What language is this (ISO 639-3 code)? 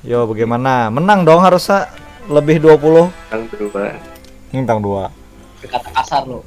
bjn